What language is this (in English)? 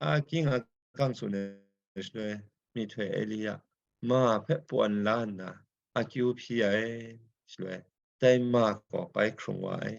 Kachin